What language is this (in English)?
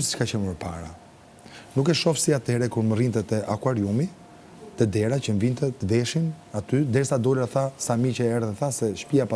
Albanian